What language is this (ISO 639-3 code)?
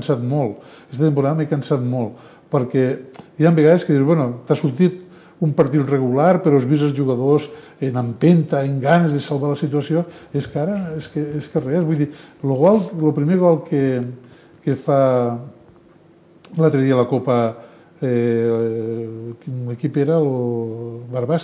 cat